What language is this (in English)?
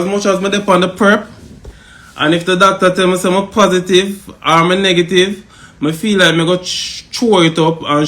Jamaican Creole English